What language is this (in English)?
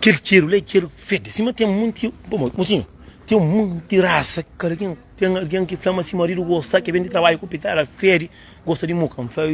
Kabuverdianu